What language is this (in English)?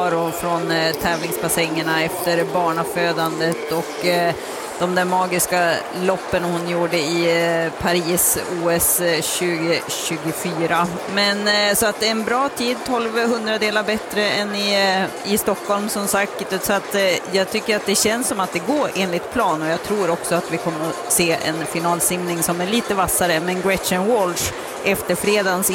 Swedish